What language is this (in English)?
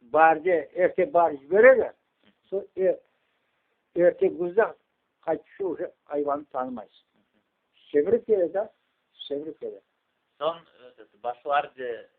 Crimean Tatar